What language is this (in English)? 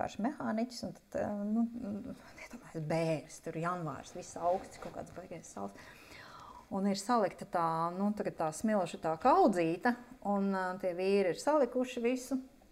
Latvian